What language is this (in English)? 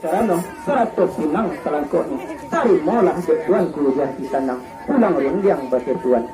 Minangkabau